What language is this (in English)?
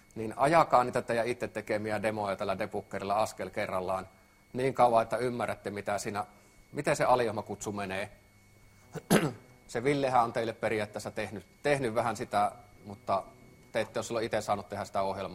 Finnish